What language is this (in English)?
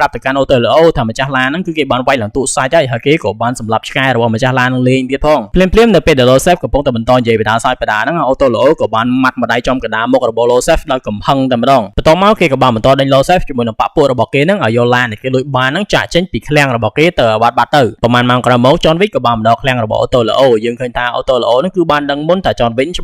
Khmer